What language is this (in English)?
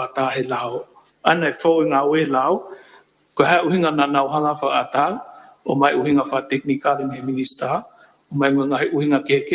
Tongan